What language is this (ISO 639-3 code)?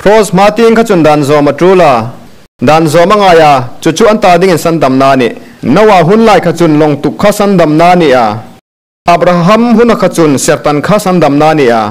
hmr